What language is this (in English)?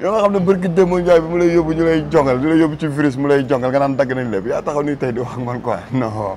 Wolof